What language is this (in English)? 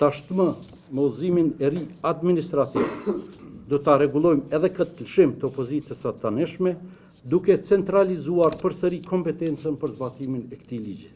Albanian